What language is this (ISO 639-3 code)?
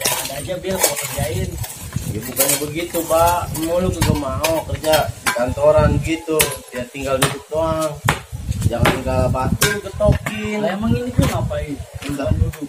bew